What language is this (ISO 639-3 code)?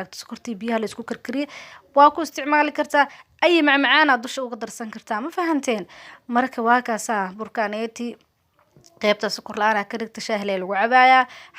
som